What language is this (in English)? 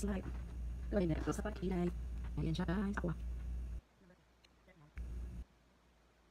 Filipino